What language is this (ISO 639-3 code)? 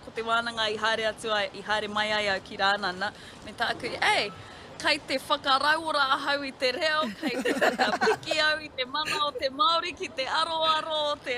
mri